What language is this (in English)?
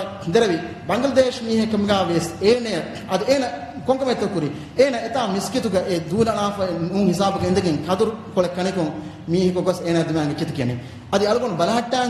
Divehi